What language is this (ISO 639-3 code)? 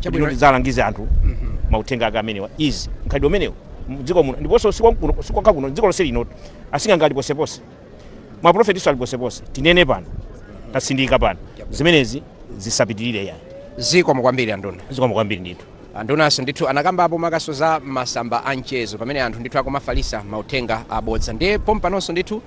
nya